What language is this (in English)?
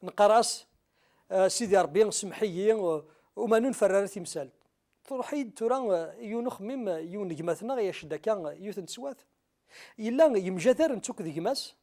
Kabyle